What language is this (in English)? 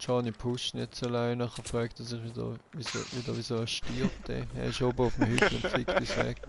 Swiss German